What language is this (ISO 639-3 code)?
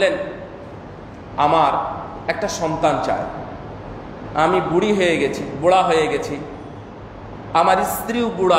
ben